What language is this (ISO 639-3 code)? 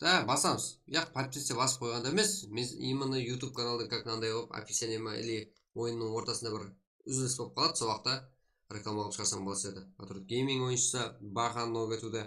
kaa